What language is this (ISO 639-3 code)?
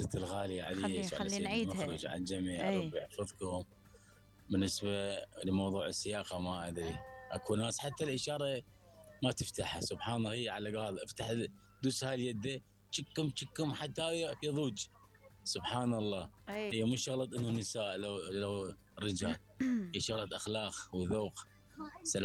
acm